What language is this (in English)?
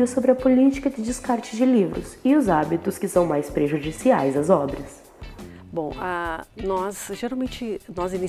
Portuguese